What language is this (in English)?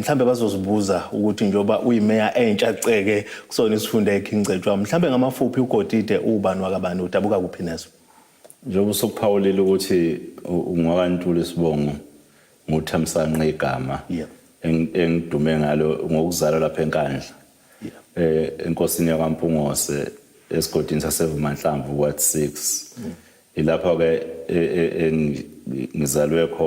Zulu